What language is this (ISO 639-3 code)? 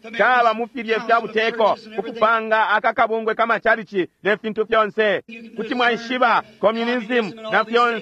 bem